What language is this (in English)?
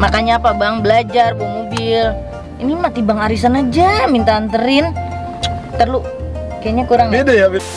Betawi